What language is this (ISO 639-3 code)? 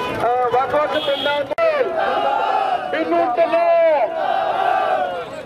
pan